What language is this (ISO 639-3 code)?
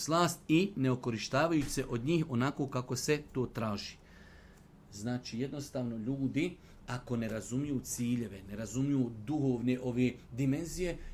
bos